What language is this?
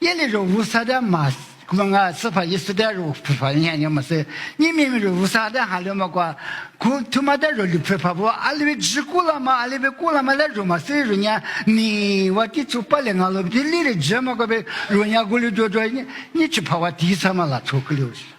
Lisu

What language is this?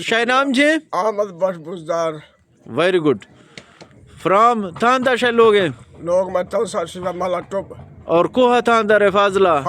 Eastern Balochi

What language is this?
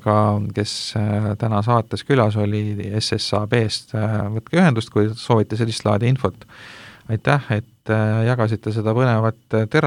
Estonian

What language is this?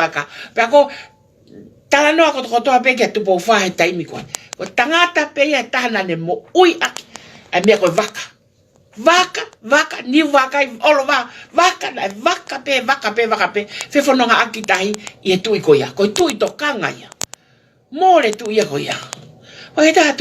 Tongan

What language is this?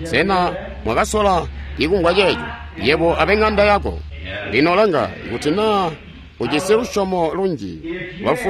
Tonga (Zambia)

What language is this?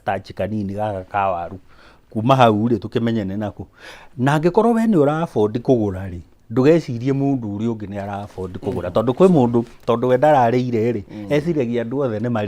Kikuyu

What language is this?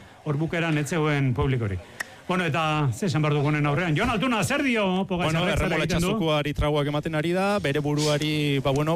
Basque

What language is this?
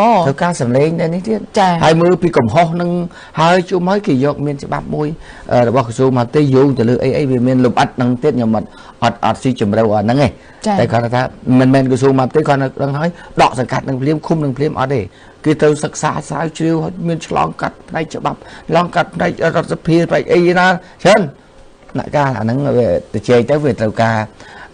Khmer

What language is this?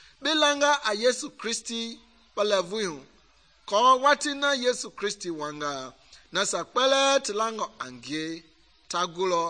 Mende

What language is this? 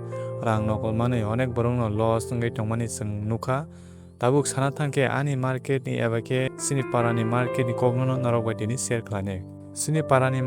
Kok Borok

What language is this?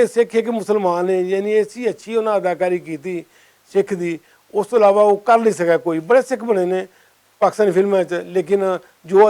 Western Panjabi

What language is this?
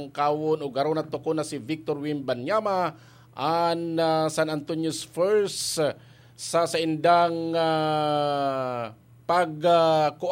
Bikol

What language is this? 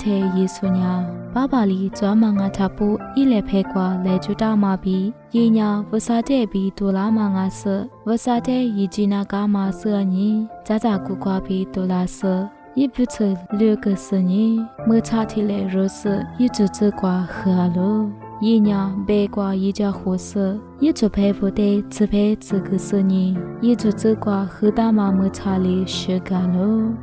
Lisu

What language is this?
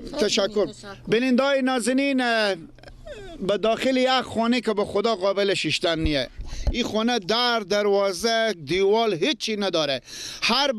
Persian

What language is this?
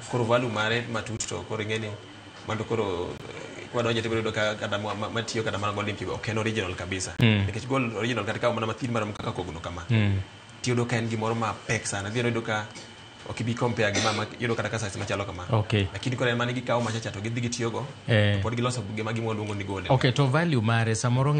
Luo (Kenya and Tanzania)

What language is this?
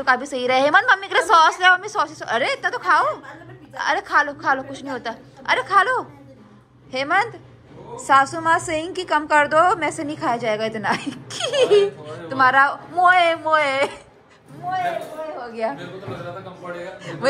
Hindi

